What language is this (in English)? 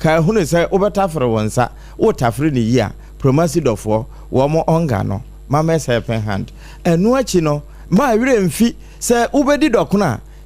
Akan